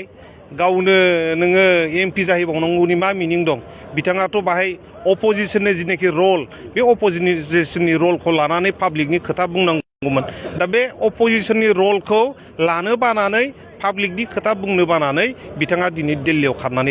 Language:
Bodo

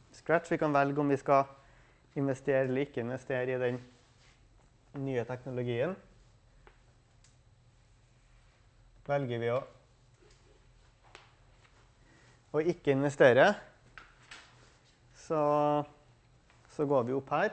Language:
Norwegian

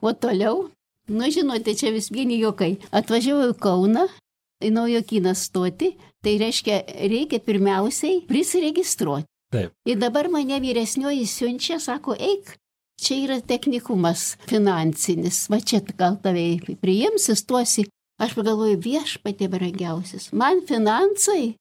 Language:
Lithuanian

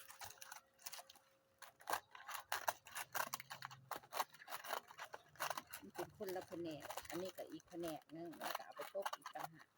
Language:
Lao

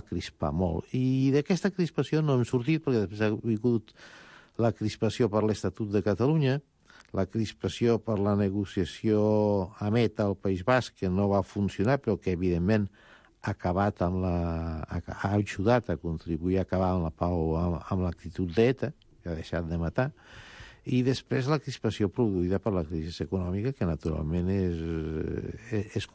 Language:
Catalan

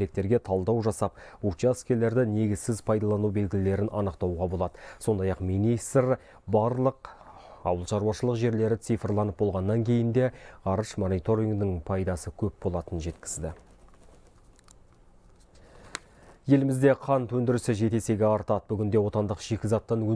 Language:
Kazakh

